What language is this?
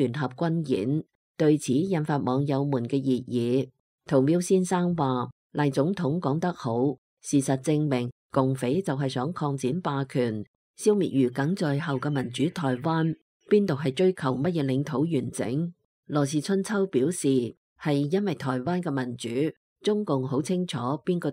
Cantonese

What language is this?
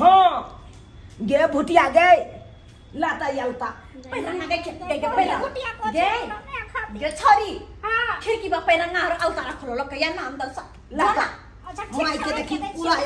Maithili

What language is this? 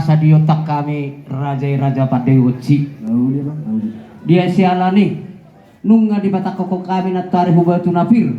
Batak Toba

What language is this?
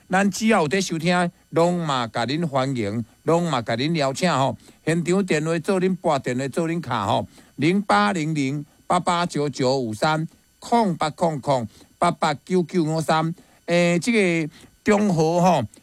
Min Nan Chinese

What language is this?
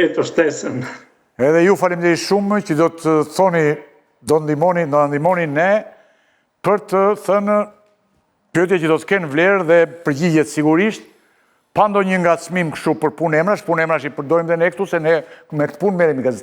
Albanian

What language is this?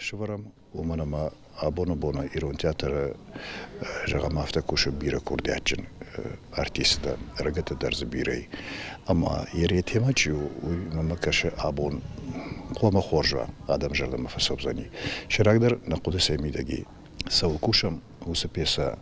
Ossetic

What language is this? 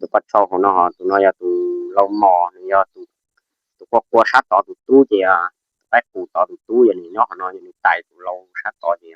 Hmong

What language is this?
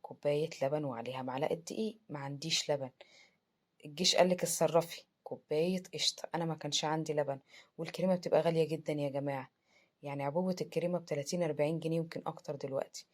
Egyptian Arabic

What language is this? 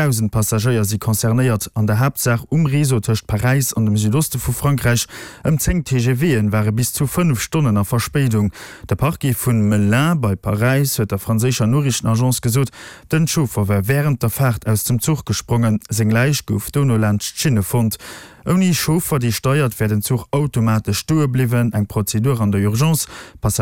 Luxembourgish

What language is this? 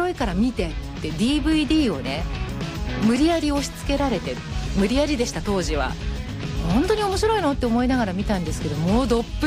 Japanese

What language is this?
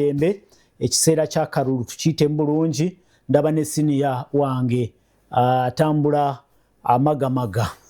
Ganda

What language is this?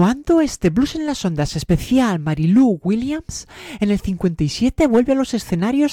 Spanish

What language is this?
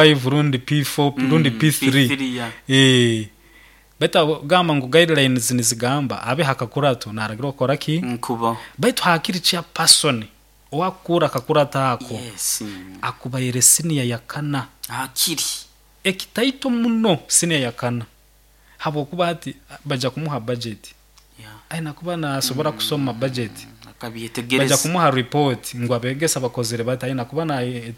Nyoro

